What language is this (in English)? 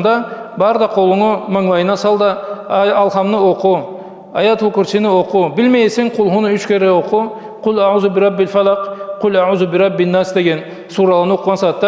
Karachay-Balkar